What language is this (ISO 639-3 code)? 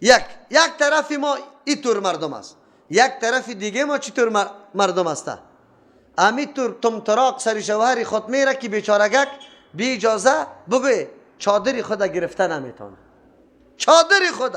fas